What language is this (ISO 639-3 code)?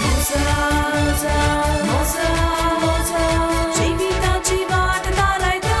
kok